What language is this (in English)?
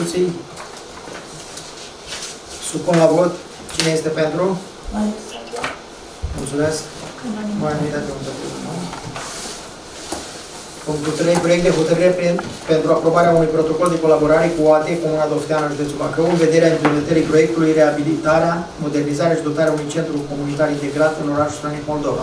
Romanian